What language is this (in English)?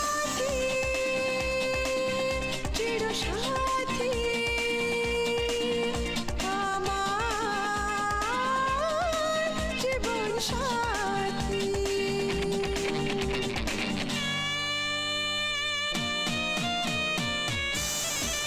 Bangla